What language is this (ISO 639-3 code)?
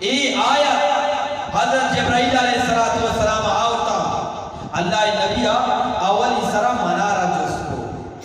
bgp